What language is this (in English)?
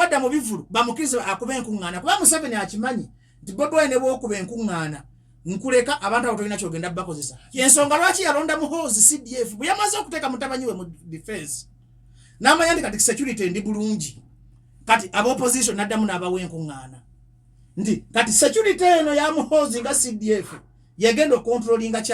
Ganda